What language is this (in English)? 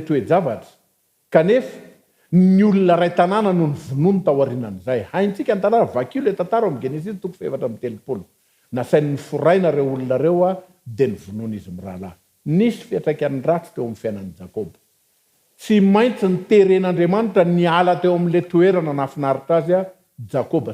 Malagasy